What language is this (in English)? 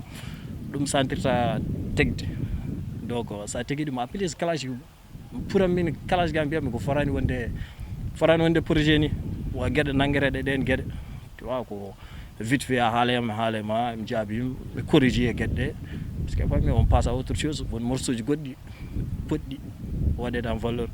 Fula